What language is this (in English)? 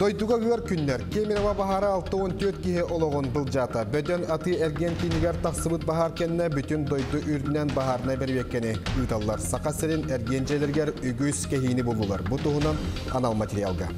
Yakut